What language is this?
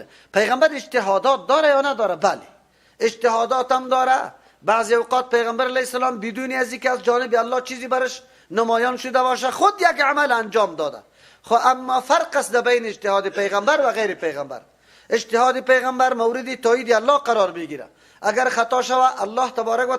Persian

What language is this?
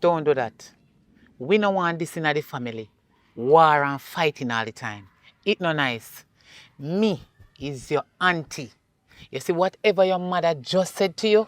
Jamaican Creole English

